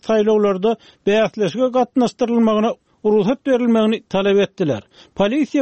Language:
Turkmen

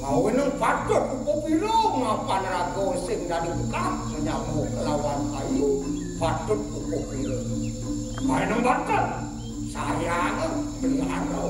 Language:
Balinese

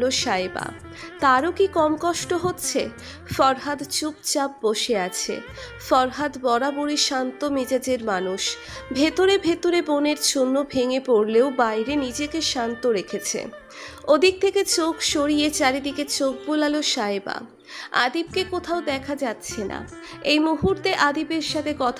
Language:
Bangla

